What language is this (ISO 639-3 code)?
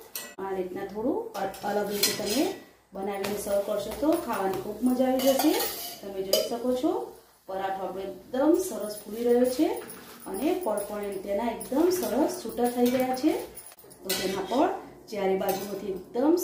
guj